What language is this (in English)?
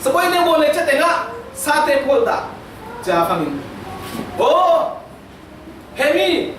Falam Chin